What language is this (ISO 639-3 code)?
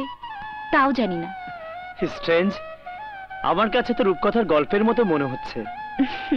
ben